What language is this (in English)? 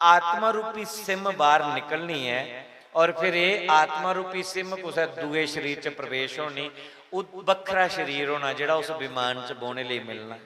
Dogri